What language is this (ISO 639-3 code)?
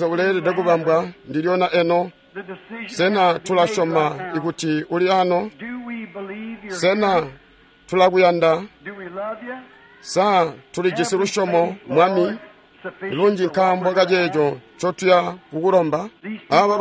toi